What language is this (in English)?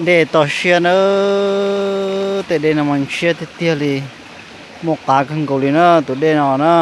Hmong